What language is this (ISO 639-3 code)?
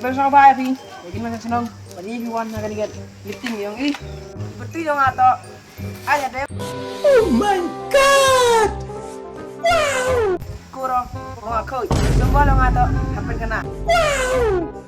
kha